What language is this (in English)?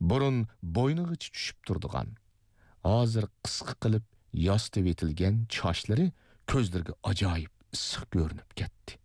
Uyghur